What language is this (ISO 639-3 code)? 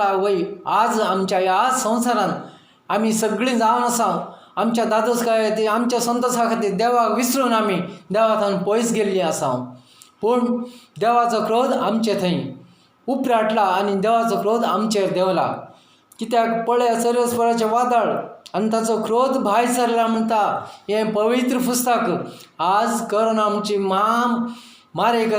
kok